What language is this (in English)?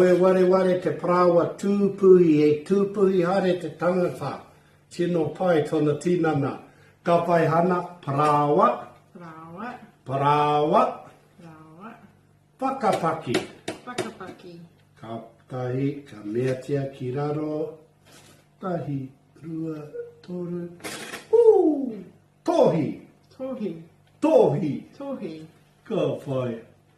Māori